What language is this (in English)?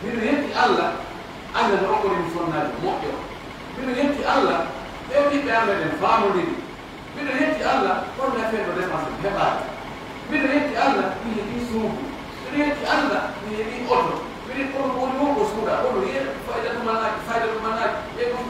Pular